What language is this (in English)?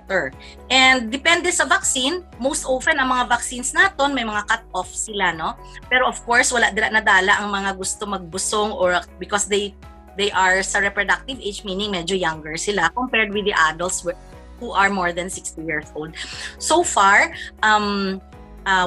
Hiligaynon